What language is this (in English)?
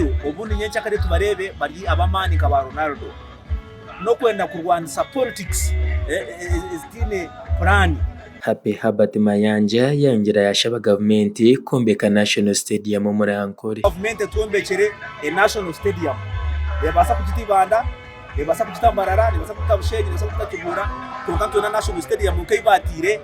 Nyankole